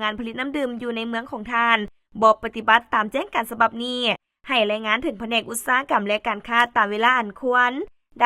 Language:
Lao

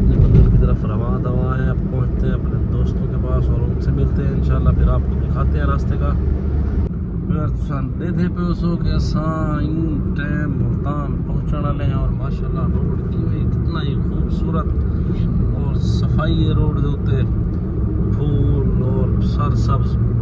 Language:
Saraiki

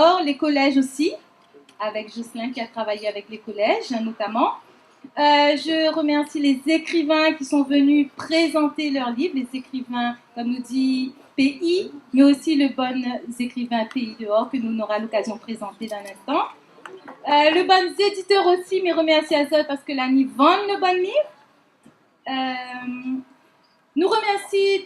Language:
Réunion Creole French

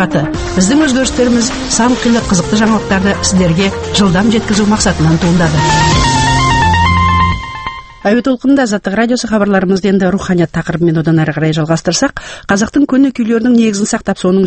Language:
Kazakh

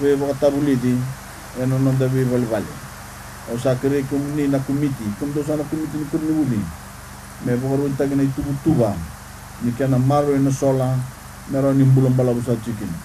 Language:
Fijian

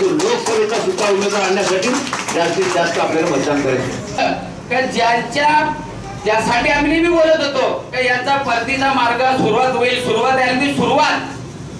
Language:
Marathi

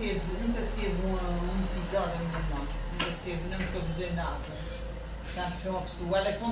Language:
Portuguese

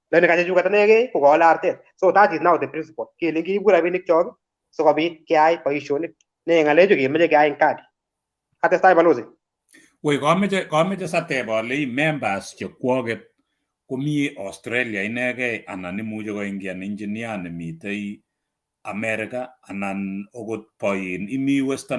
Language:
Kalenjin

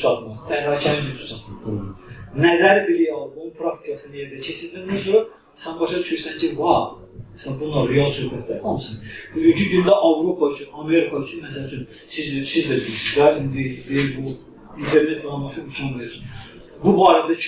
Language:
Azerbaijani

